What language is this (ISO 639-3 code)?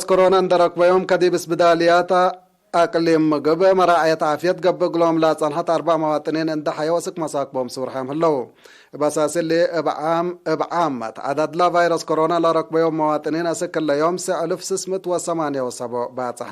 tig